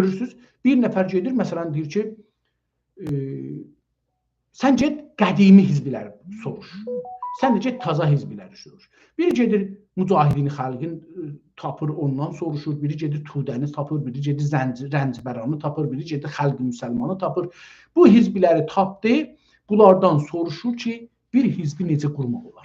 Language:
South Azerbaijani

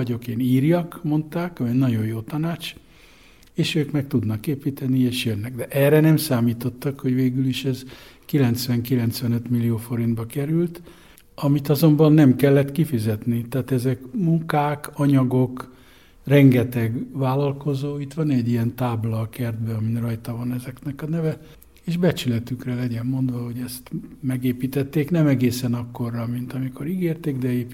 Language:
Hungarian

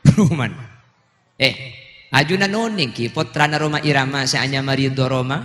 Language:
Madurese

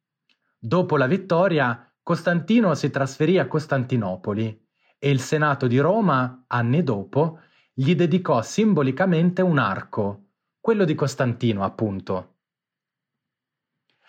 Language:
Italian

